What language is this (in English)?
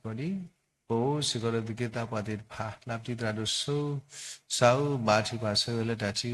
S'gaw Karen